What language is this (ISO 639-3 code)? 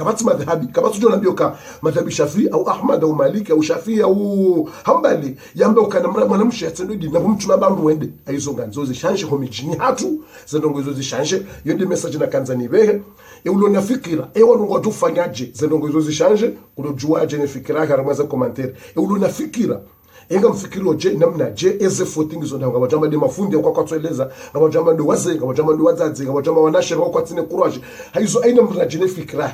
zdj